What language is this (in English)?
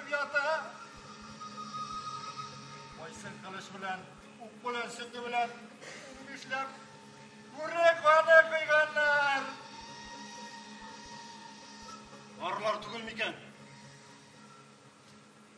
Tatar